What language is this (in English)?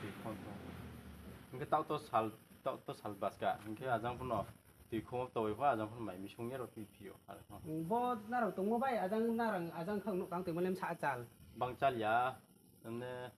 Riang (India)